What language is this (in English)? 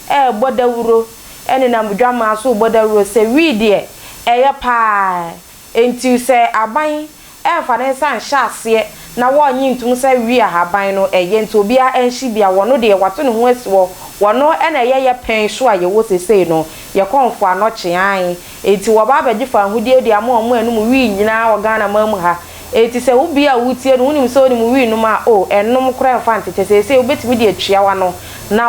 Akan